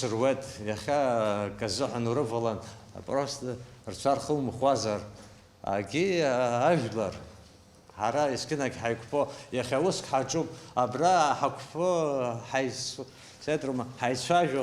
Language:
Abkhazian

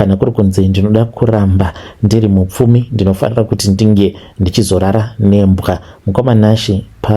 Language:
Shona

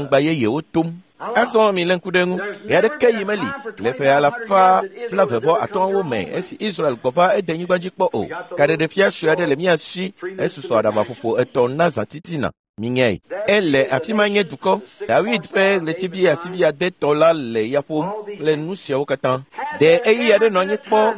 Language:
Ewe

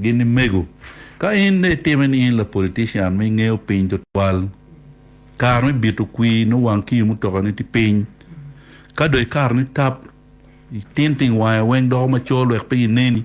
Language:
Acoli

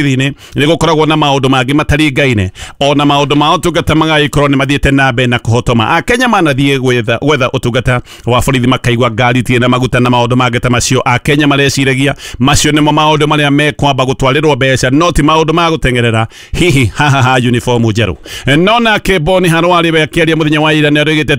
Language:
Kikuyu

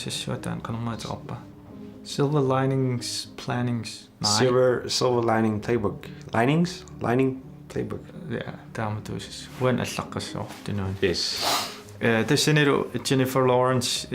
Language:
Kalaallisut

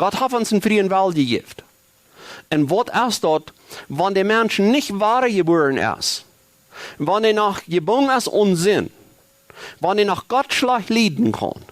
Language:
Plautdietsch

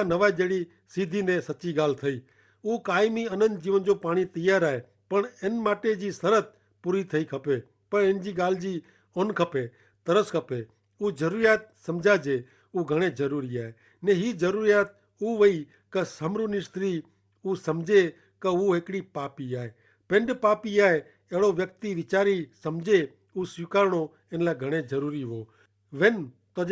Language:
Kachhi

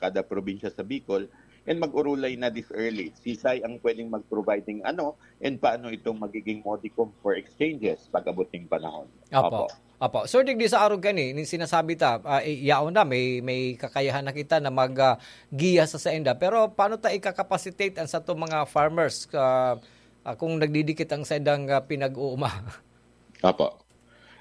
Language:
Bikol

